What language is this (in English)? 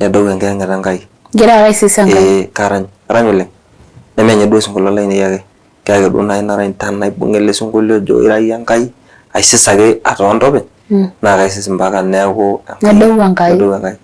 Masai